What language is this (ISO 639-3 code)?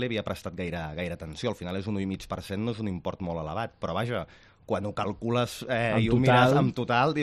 cat